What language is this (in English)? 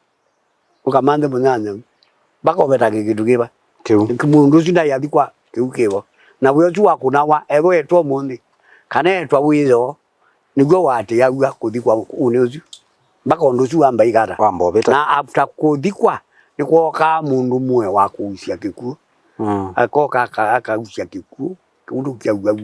Kamba